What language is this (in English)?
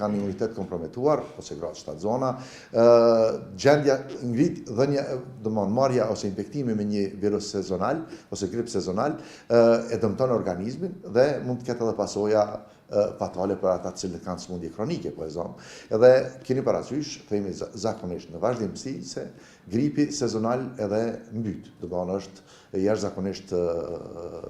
Albanian